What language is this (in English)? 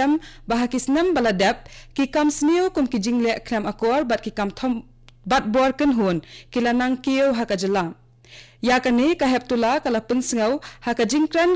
Khasi